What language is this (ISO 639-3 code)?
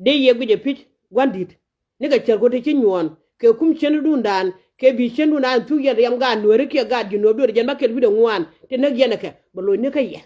nus